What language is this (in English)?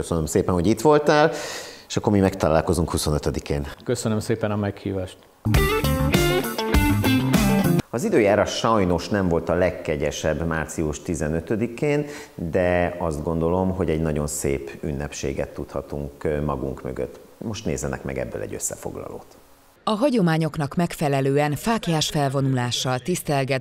Hungarian